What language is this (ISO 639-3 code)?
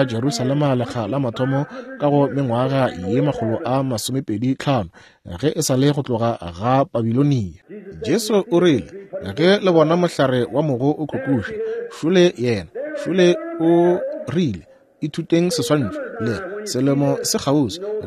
nso